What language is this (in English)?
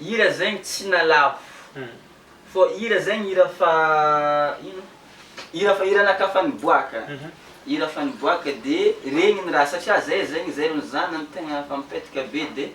Malagasy